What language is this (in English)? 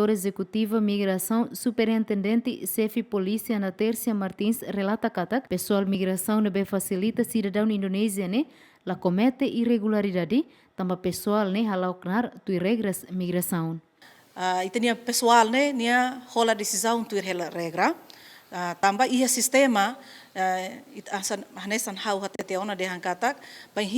Tetum